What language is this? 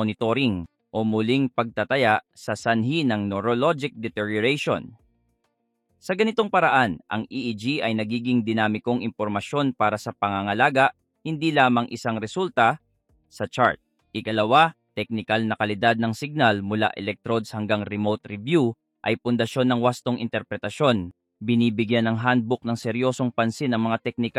Filipino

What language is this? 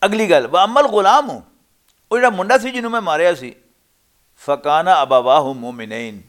Western Panjabi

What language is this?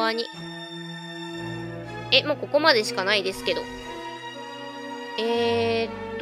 Japanese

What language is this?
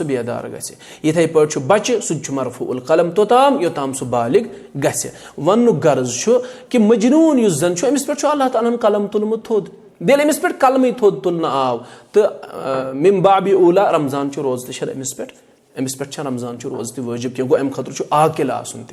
Kashmiri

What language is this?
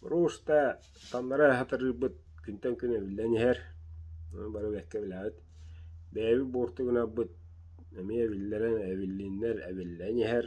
Yakut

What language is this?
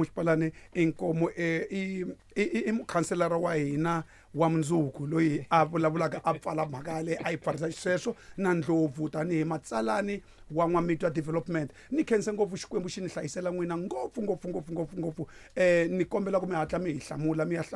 Tsonga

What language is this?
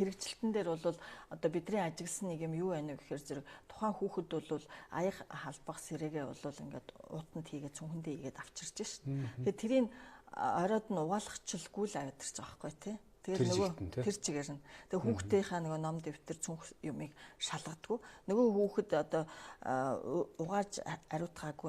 Mongolian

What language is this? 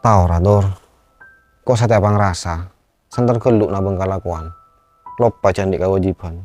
Madurese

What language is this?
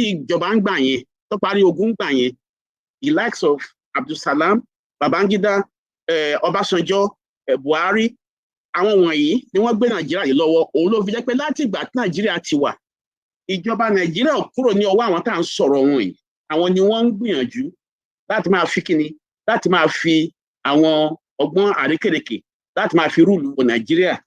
Yoruba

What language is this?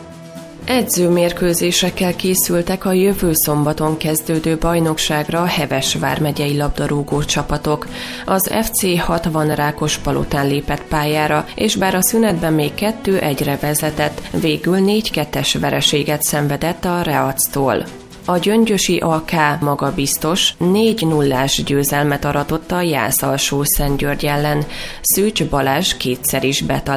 Hungarian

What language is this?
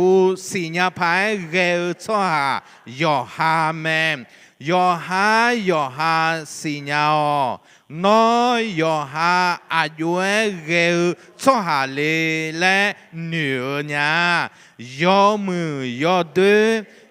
Akha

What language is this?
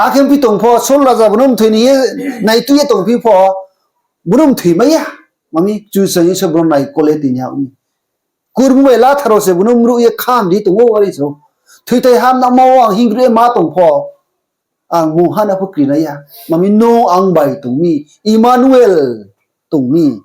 Riang (India)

